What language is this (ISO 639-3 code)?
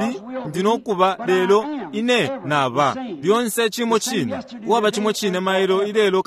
bem